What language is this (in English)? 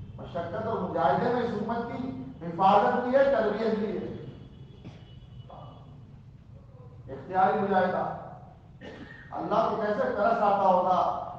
Urdu